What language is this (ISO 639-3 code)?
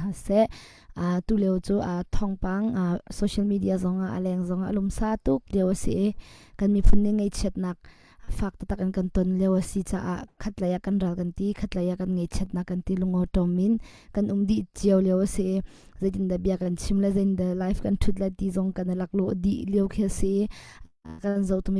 cnh